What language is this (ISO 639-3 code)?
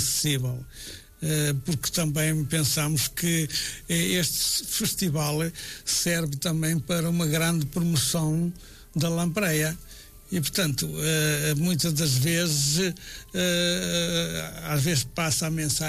por